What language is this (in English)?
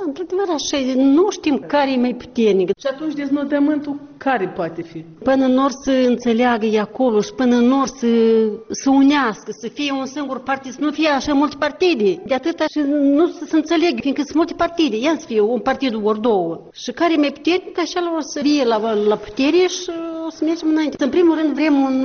Romanian